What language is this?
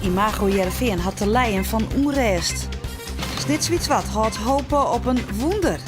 Western Frisian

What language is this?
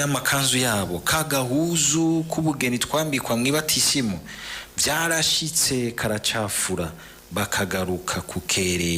Rundi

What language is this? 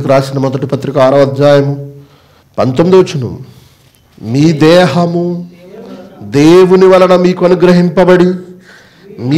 Telugu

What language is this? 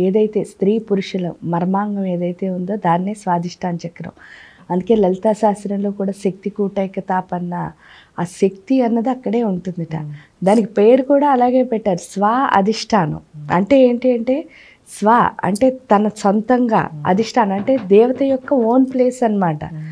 Telugu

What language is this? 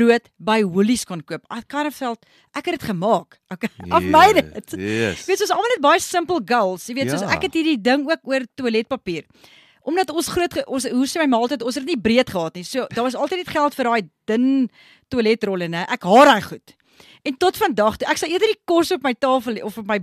Afrikaans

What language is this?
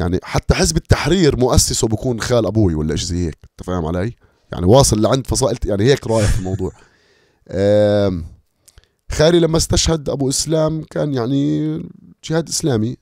North Levantine Arabic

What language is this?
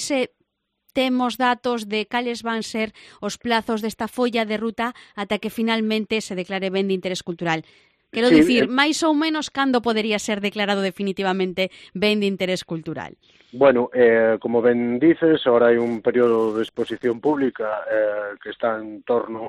Galician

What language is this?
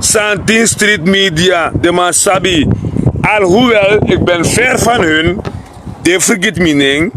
Sranan Tongo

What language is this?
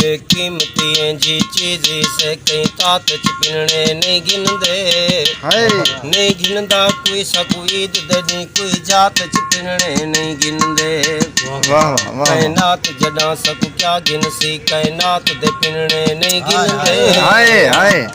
Saraiki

